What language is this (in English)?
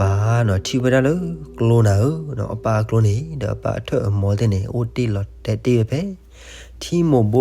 S'gaw Karen